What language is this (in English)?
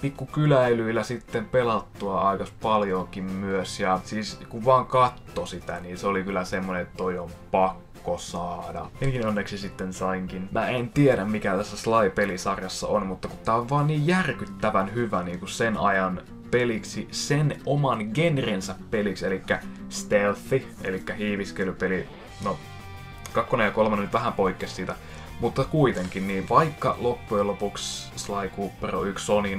Finnish